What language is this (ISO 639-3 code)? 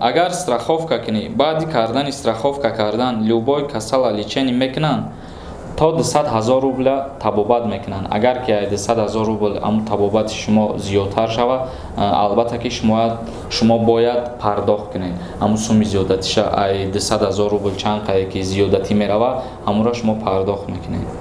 tgk